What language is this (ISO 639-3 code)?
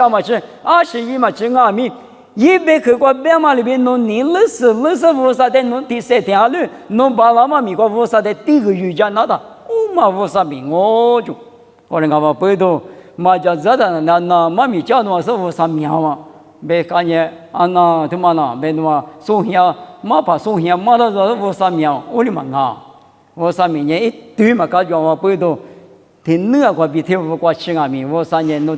lis